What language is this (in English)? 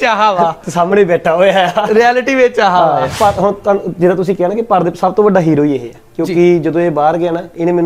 Punjabi